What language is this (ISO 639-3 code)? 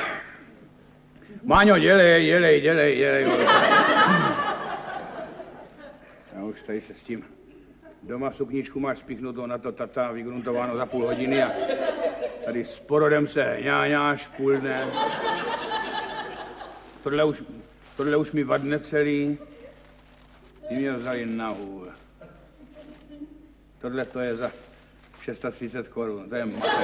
ces